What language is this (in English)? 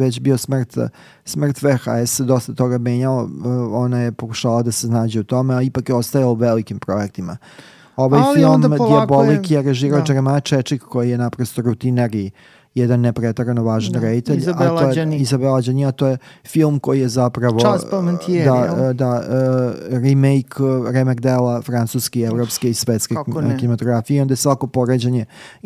Serbian